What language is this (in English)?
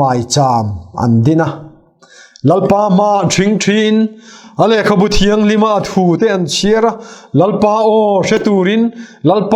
Mizo